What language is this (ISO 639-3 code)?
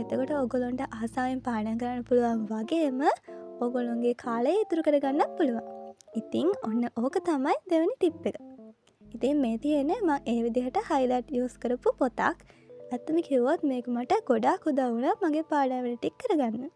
sin